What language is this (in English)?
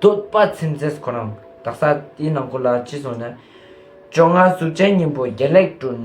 Ladakhi